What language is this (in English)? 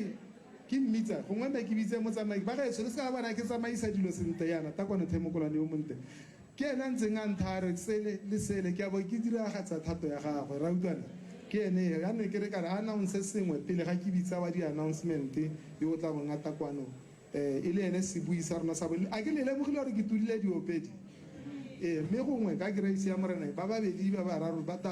Tswana